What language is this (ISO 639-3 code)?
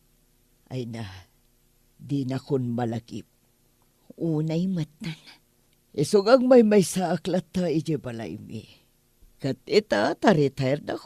ilo